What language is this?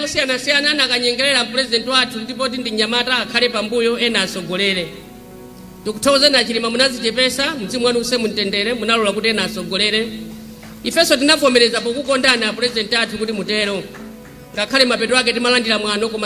Nyanja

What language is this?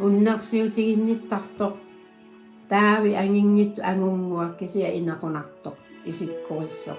Kalaallisut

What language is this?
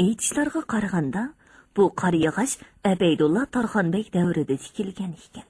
Uyghur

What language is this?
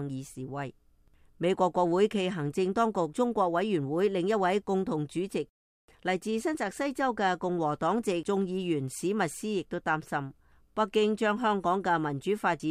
Cantonese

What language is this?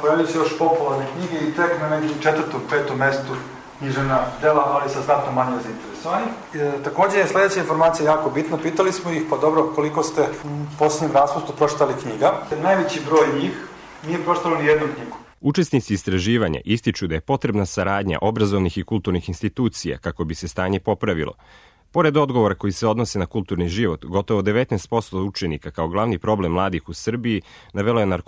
Serbian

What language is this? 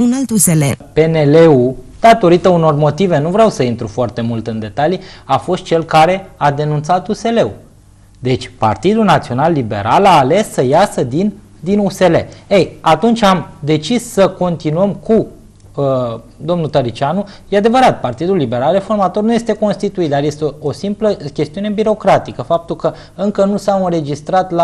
Romanian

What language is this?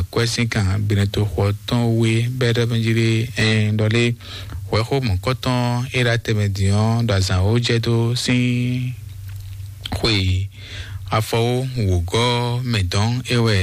Fon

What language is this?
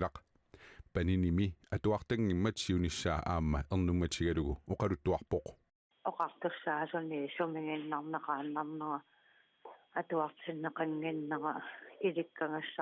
Kalaallisut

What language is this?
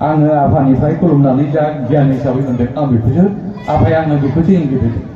Bodo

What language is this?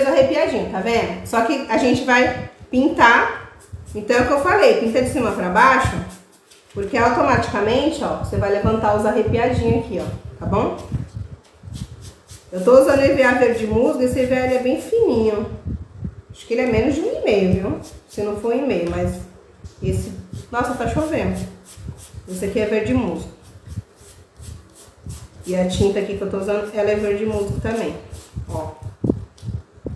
Portuguese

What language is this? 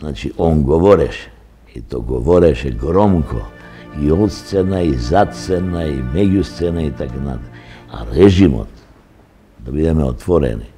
Macedonian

